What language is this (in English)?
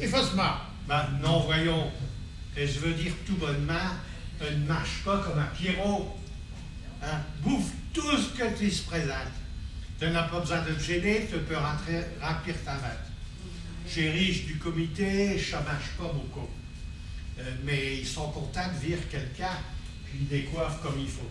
Picard